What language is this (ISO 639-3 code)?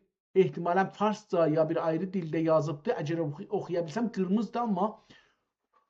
azb